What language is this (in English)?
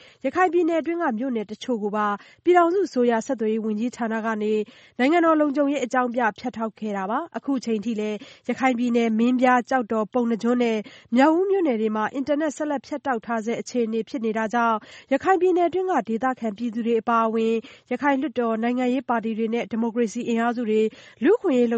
Burmese